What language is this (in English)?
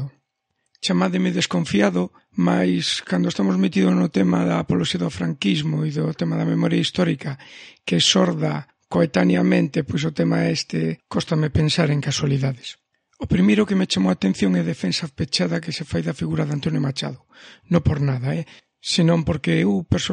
Galician